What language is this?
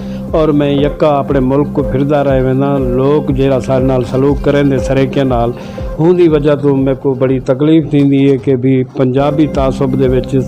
Saraiki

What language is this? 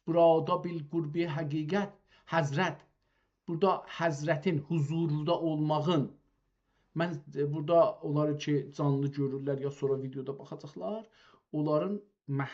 South Azerbaijani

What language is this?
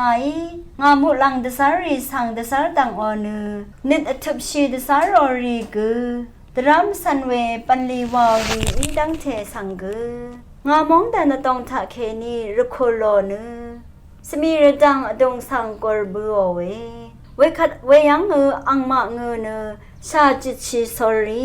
Rawang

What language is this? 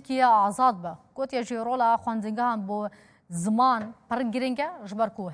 Kurdish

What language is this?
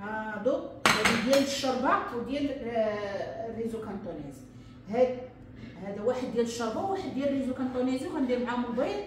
Moroccan Arabic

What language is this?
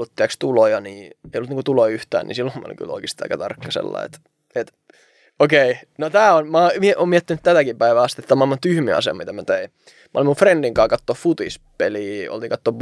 Finnish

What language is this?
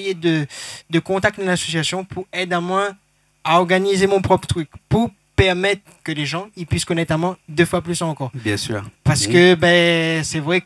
Réunion Creole French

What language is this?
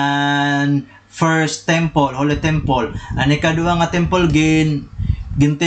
Waray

